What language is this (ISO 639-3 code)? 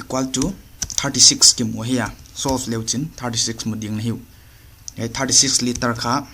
pck